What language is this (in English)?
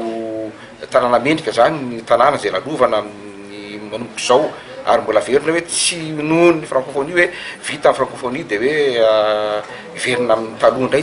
Malagasy